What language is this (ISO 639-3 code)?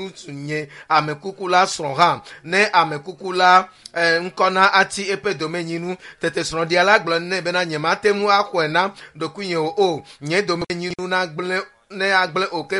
ewe